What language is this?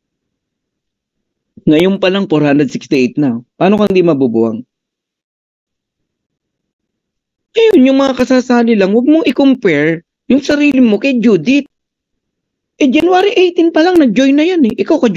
Filipino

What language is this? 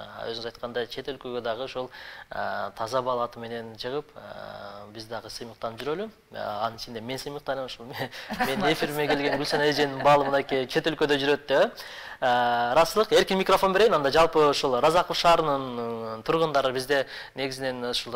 Kyrgyz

